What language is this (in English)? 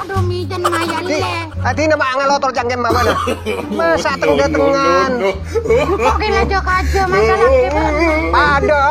Madurese